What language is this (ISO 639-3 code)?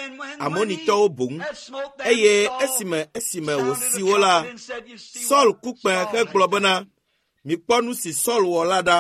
ewe